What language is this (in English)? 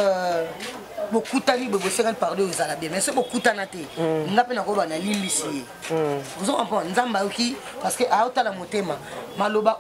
Lingala